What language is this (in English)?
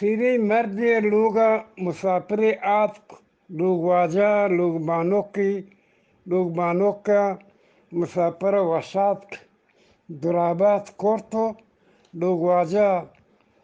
Eastern Balochi